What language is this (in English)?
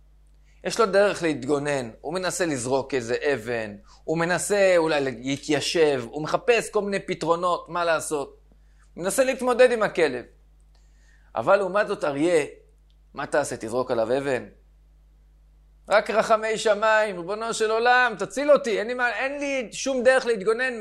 Hebrew